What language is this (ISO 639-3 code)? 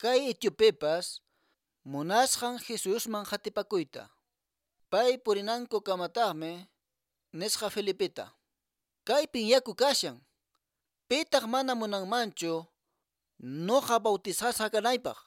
que